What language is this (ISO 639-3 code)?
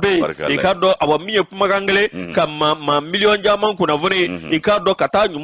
bam